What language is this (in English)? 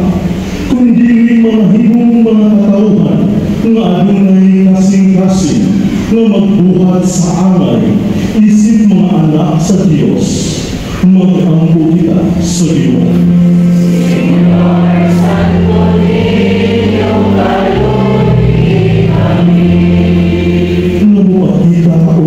Cebuano